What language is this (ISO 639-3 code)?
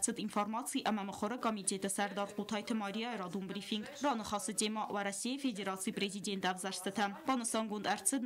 oss